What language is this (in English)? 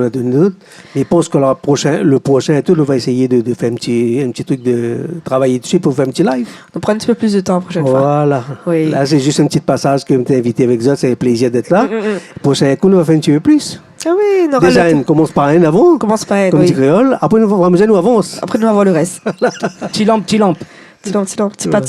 Réunion Creole French